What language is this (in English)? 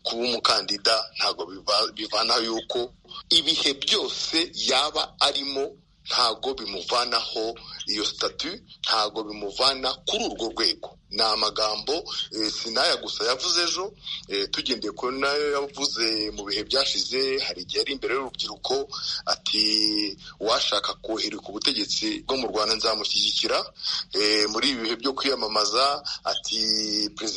Kinyarwanda